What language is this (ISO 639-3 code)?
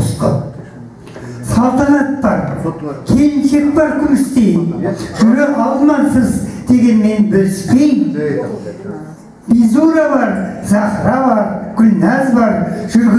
kaz